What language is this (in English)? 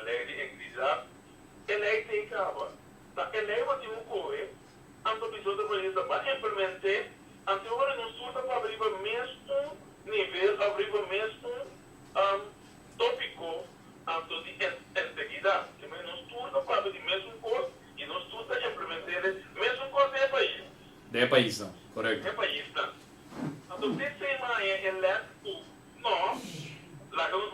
Papiamento